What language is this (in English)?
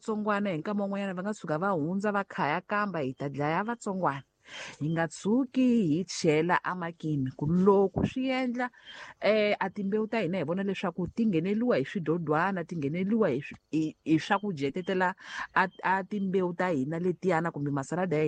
Tsonga